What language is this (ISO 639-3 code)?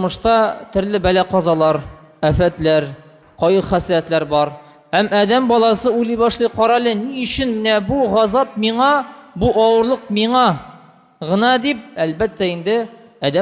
tat